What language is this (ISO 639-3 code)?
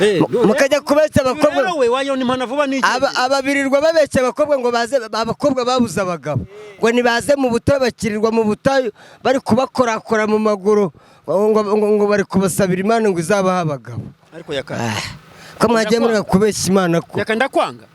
kin